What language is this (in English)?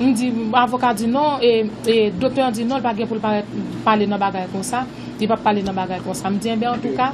Haitian Creole